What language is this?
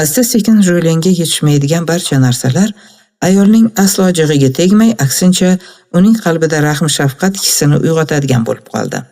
Uzbek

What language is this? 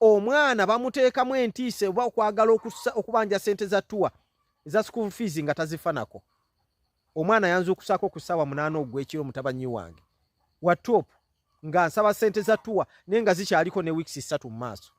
Ganda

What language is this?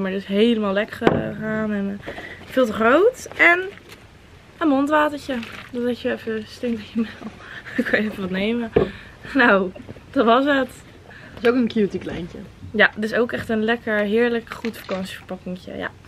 Dutch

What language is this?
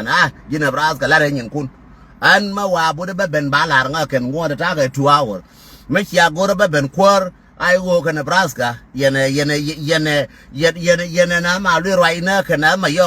Nuer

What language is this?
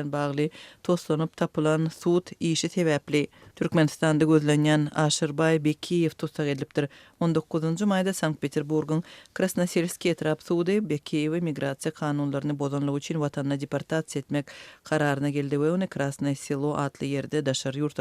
Turkmen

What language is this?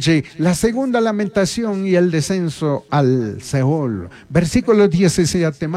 Chimborazo Highland Quichua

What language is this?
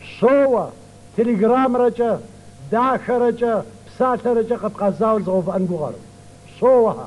Kabardian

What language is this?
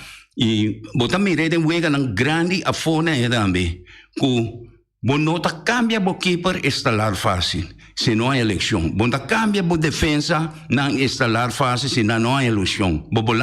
Papiamento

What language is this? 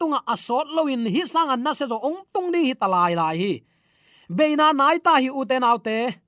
Tedim Chin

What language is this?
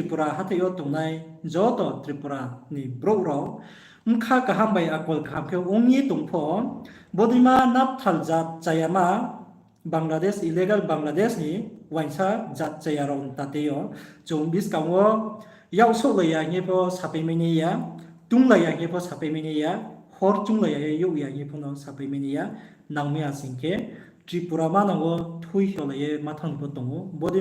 Riang (India)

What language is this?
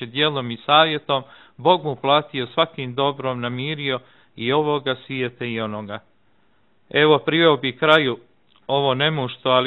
Serbian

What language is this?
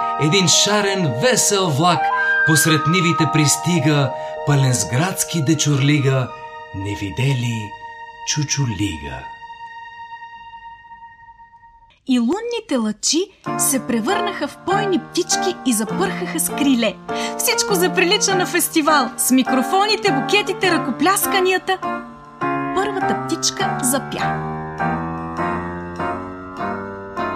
Bulgarian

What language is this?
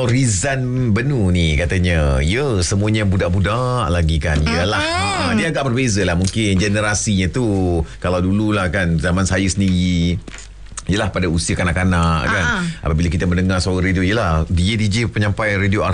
Malay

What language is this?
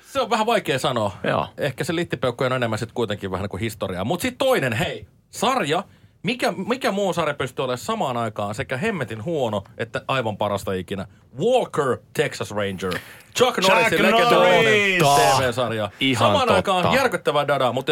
Finnish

